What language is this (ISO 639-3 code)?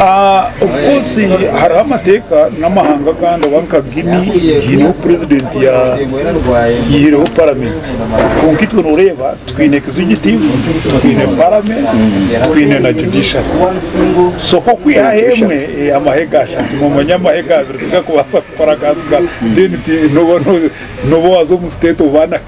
nyn